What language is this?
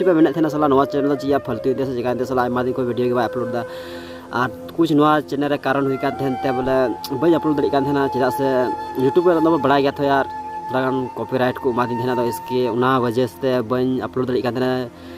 Santali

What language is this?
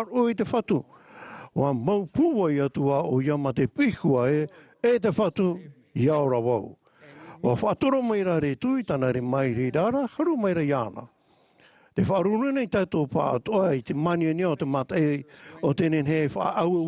Tahitian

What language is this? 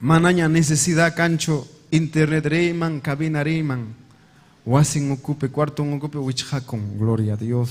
Ayacucho Quechua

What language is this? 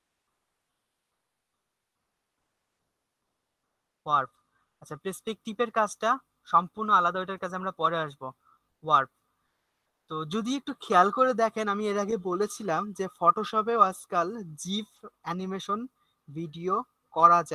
Bangla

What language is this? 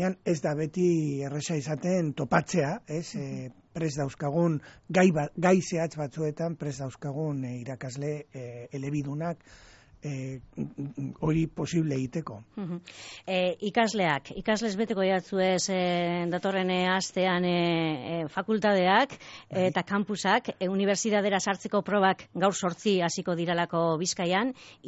Basque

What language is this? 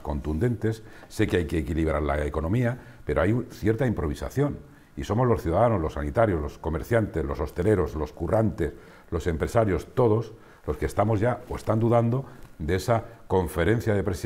Spanish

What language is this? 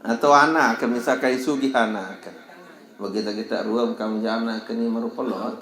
Sasak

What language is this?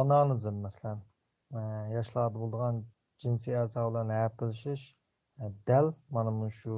Uyghur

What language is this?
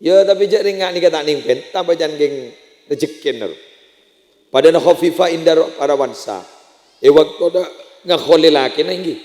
Madurese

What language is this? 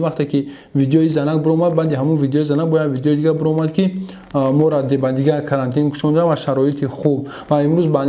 Tajik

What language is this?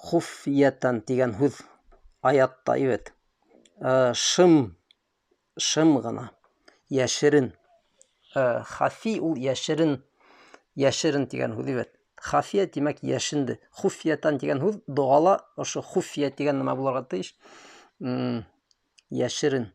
Bashkir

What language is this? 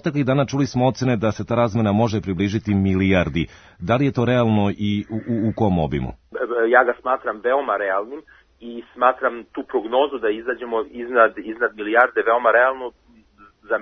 Serbian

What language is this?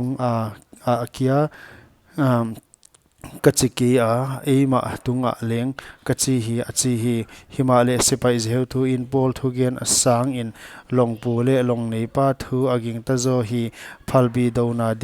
Paite Chin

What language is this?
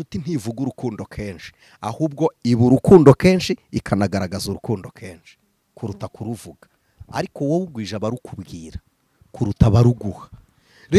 Kinyarwanda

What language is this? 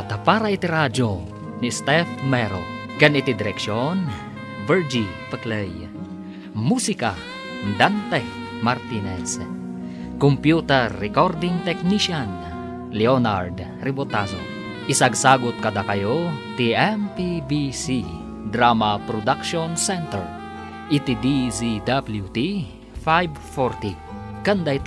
Iloko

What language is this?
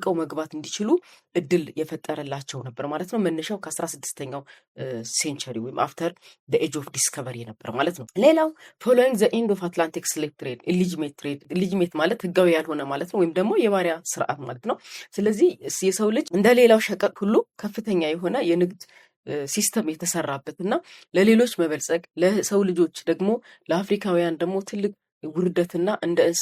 Amharic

